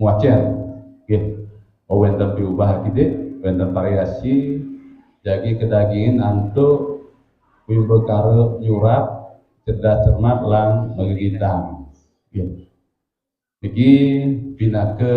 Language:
Balinese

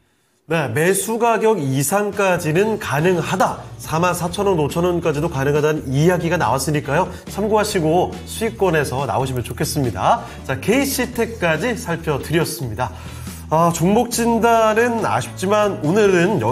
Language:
Korean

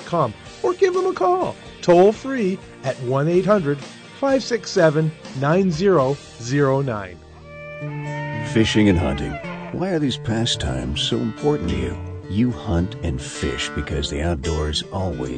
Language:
English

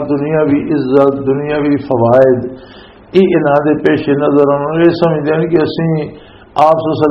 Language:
Western Panjabi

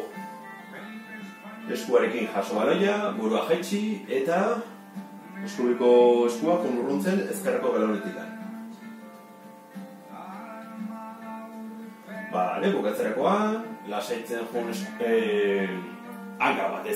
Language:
Basque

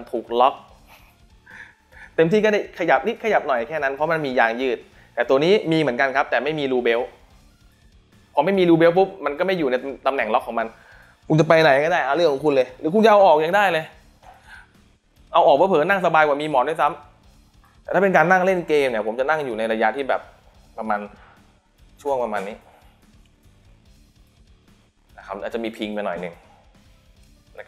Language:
Thai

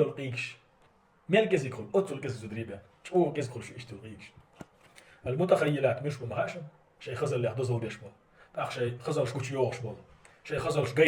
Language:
Chechen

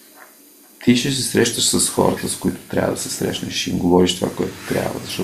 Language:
Bulgarian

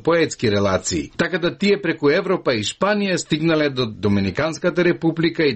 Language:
Macedonian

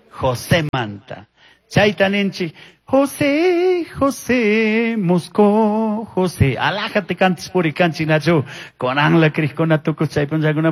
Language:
Chimborazo Highland Quichua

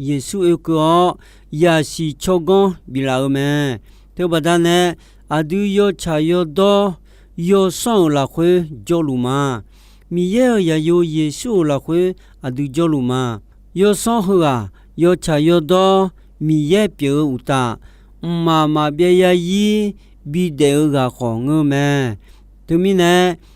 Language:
Akha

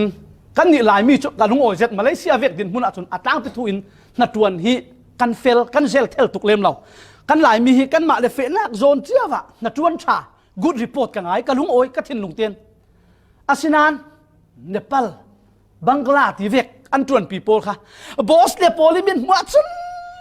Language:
Falam Chin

